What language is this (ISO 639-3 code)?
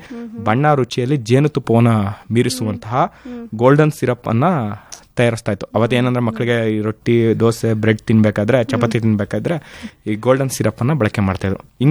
kan